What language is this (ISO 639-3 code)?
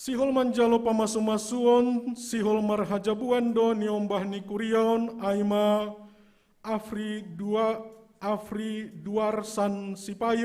bts